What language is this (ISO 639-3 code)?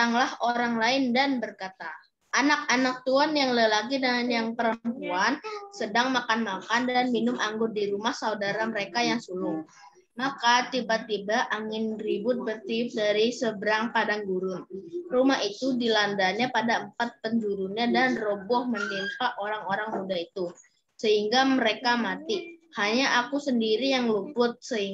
ind